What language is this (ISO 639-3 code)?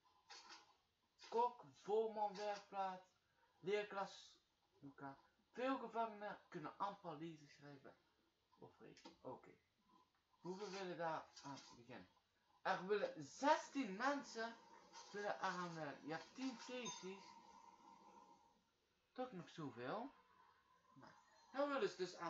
nld